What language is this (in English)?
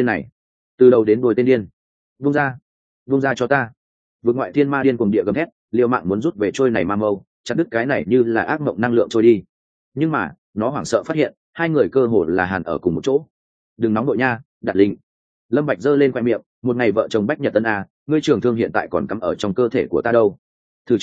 Vietnamese